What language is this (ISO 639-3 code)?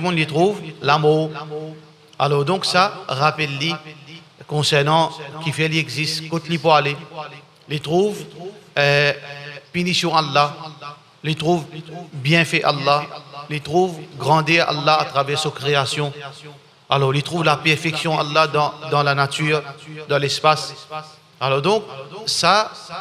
mfe